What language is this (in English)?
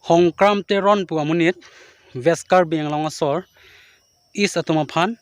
Karbi